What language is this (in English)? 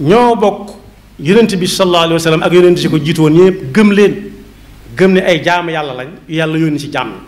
Wolof